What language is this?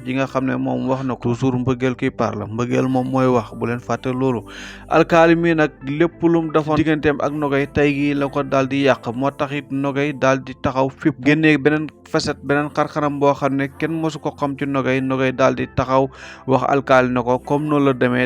Wolof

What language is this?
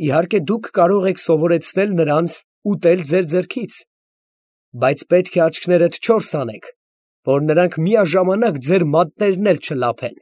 Armenian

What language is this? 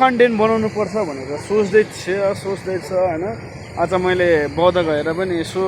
Nepali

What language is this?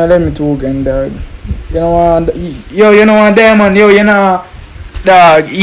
Jamaican Creole English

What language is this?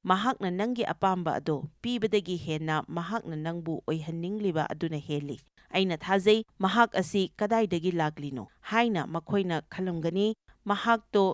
Manipuri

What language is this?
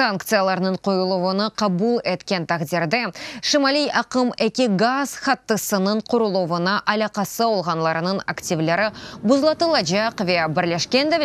Crimean Tatar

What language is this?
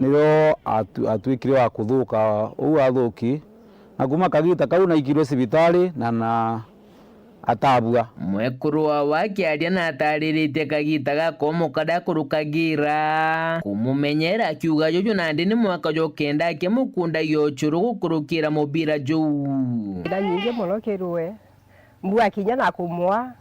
Meru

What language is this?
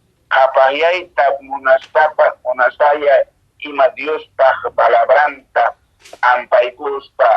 Quechua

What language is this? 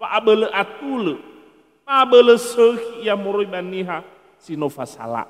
Nias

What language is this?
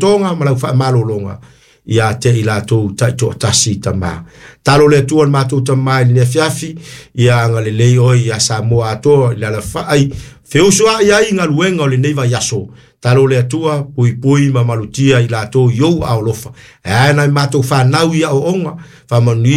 Samoan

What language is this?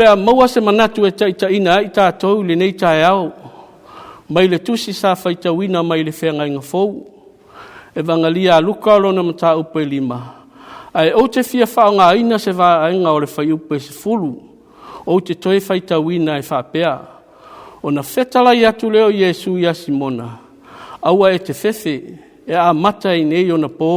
Samoan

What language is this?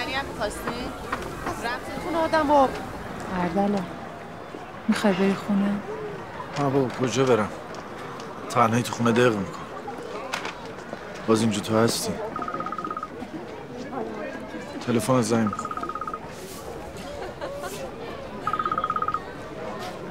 Persian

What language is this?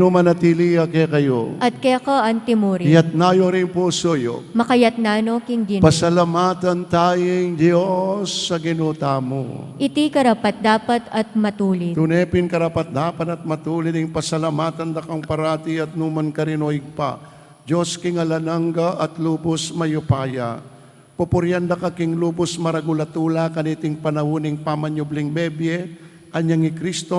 Pampanga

